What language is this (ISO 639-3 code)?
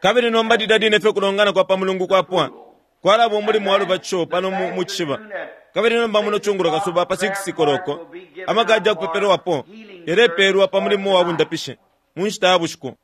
bem